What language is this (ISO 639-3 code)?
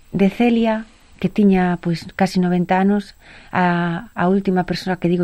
glg